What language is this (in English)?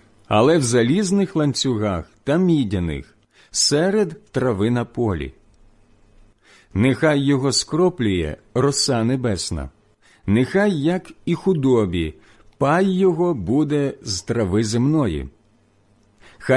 Ukrainian